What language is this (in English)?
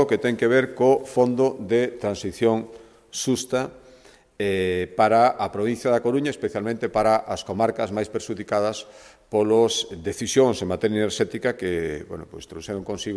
Galician